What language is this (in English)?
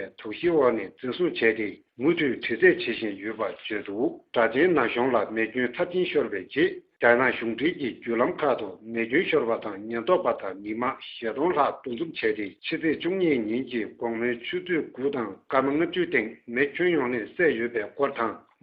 Tibetan